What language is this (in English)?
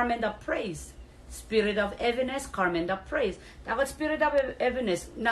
Pohnpeian